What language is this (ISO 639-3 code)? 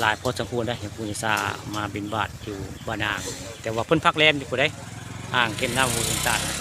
tts